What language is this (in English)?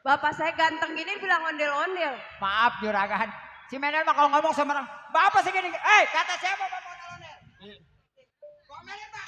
Betawi